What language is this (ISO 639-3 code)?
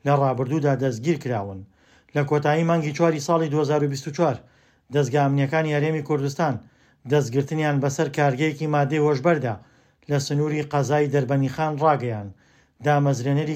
ckb